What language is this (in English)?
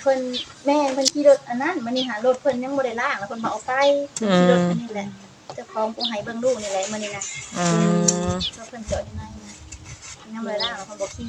Northeastern Thai